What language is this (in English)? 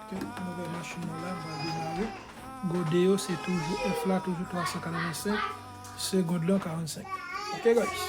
Haitian Creole